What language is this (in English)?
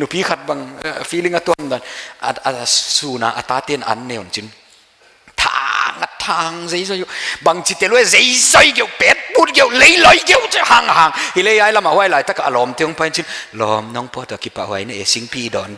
Paite Chin